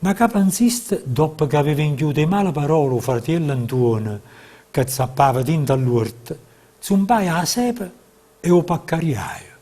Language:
Neapolitan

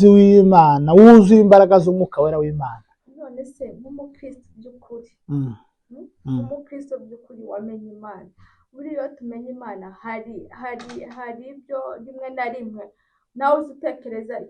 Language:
Kinyarwanda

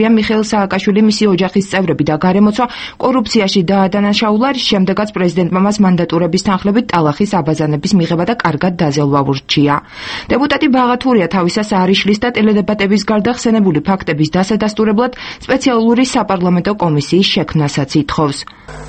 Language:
Georgian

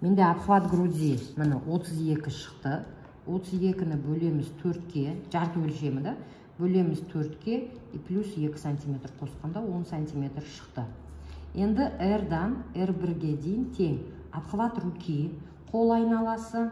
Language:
Kazakh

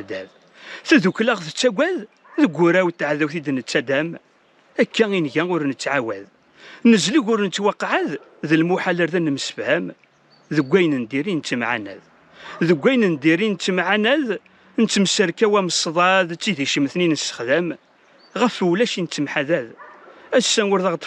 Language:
Kabyle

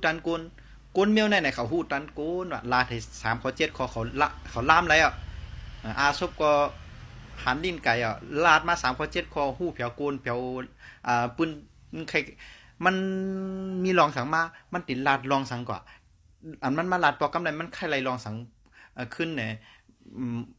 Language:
Shan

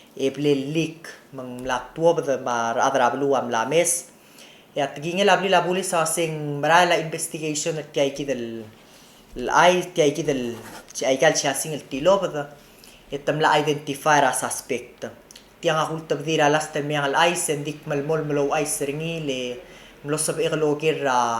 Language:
Palauan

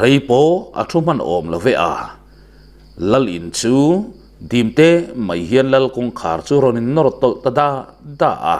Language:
Mizo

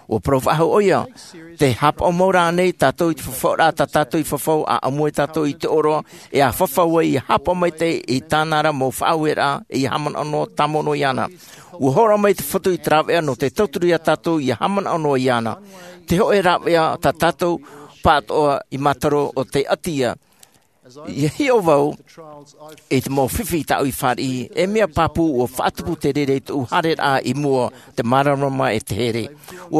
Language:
Tahitian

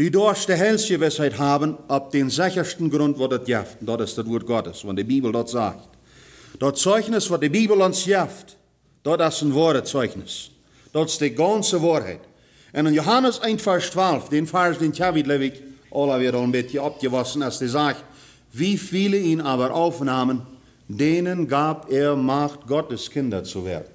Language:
Plautdietsch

